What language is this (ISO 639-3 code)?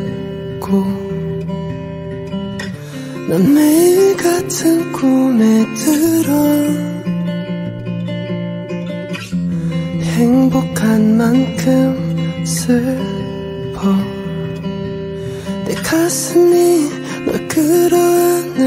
kor